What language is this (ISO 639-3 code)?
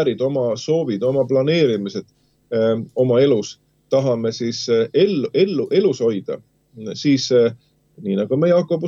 est